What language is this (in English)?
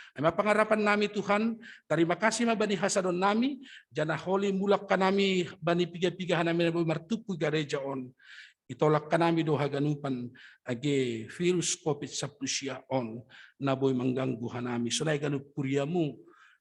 Batak Simalungun